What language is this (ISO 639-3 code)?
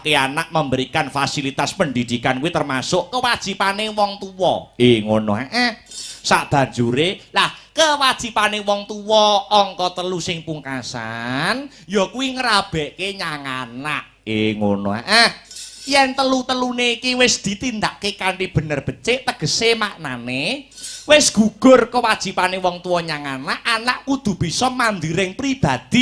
jav